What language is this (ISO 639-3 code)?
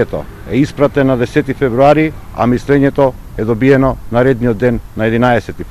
mkd